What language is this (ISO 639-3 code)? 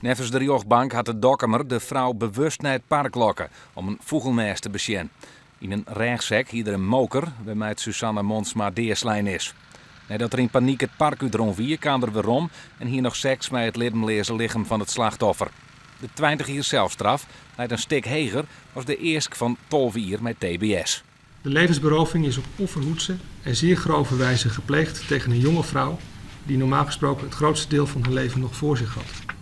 fry